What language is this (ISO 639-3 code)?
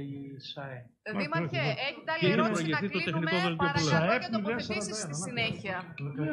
ell